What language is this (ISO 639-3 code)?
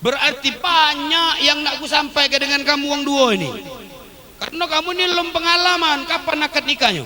mui